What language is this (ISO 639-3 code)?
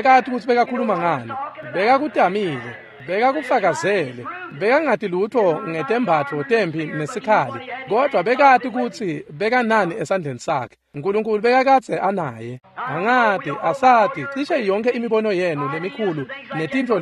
ssw